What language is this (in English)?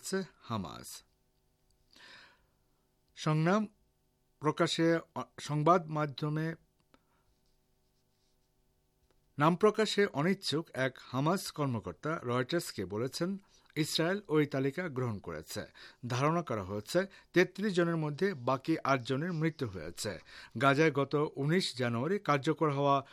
Bangla